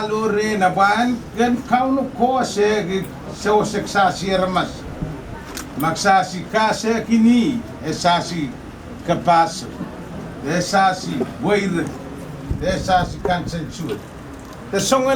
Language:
Pohnpeian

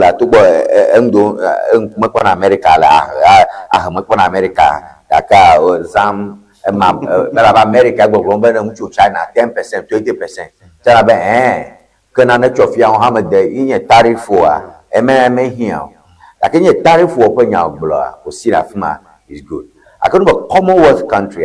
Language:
Ewe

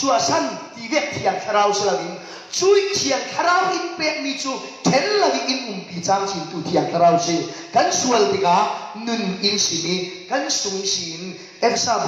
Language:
Falam Chin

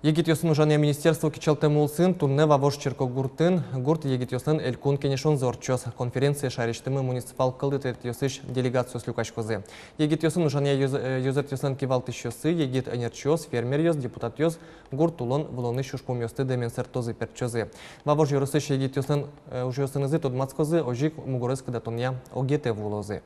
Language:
Udmurt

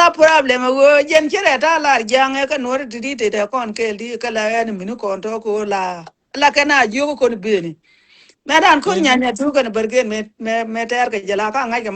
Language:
Nuer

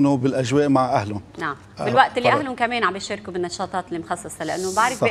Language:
North Levantine Arabic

